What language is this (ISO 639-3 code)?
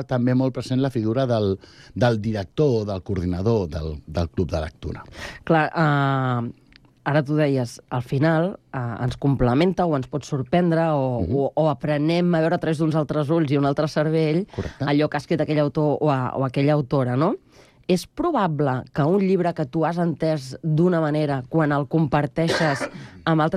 cat